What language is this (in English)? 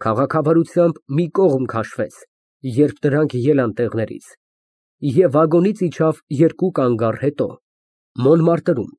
Armenian